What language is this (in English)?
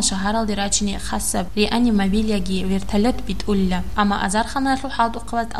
Avaric